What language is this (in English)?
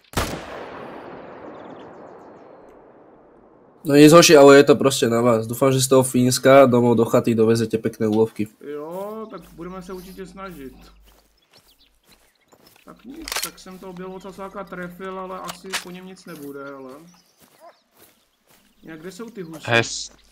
Czech